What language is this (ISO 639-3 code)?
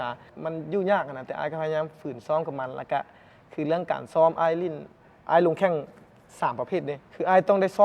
lao